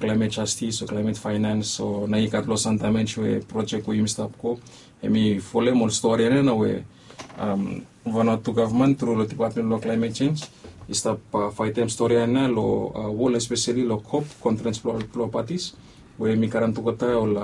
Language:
Bislama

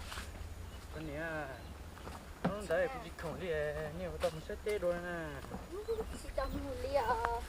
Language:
Hmong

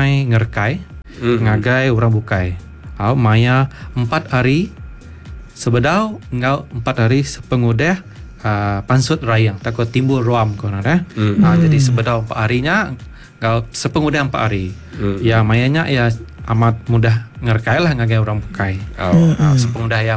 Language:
Iban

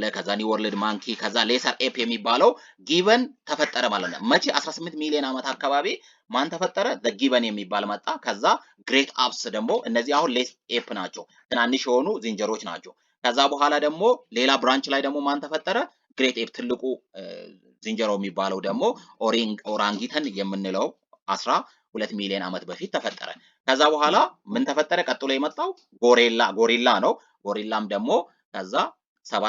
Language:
Amharic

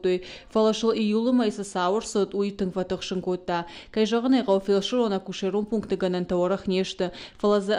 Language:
Ossetic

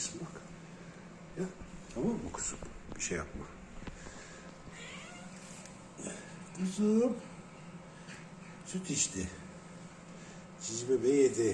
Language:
Turkish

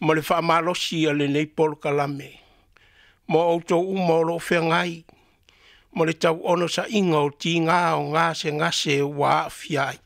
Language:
Samoan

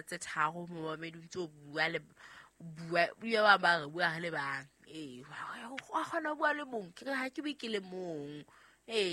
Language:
Southern Sotho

